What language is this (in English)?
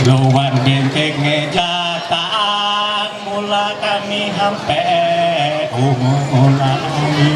Ma'anyan